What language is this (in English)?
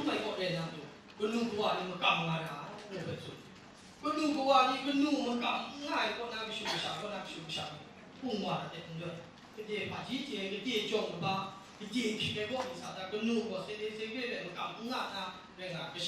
Kachin